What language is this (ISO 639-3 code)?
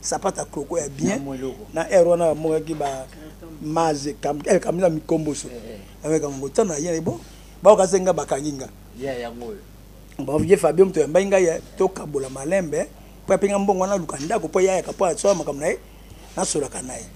lin